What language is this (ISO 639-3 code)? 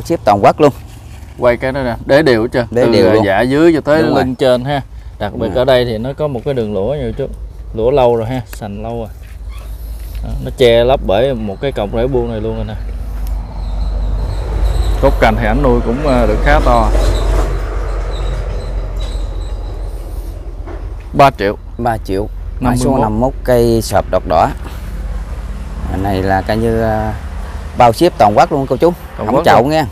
vie